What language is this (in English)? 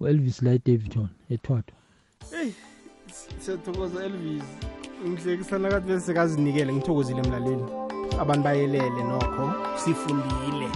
South Ndebele